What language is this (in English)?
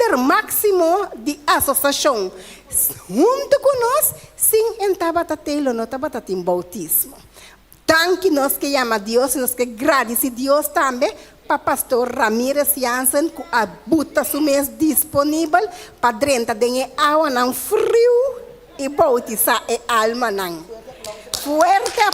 Papiamento